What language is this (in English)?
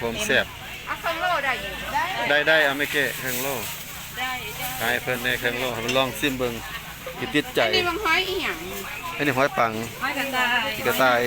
Northeastern Thai